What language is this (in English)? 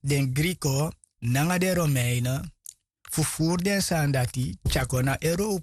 Sranan Tongo